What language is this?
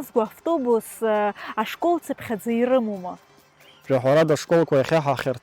Abkhazian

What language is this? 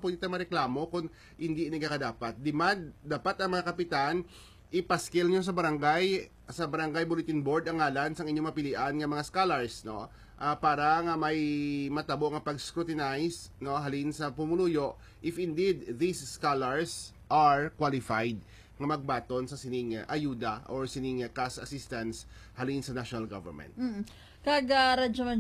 Hiligaynon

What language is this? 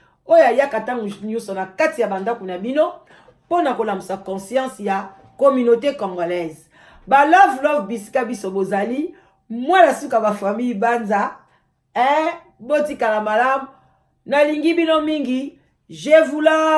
Lingala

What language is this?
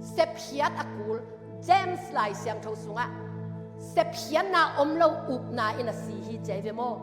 Tedim Chin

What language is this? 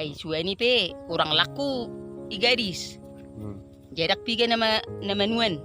Batak Toba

